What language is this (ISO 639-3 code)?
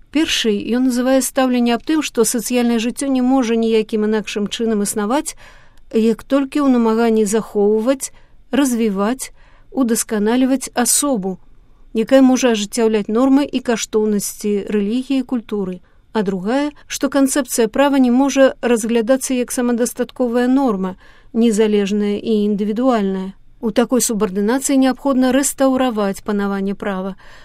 bel